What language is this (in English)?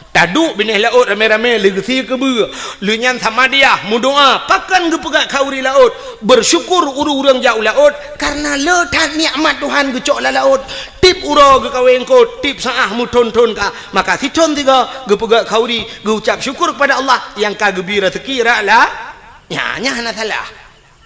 Achinese